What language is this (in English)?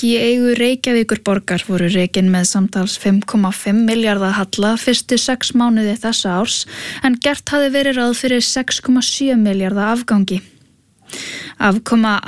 Icelandic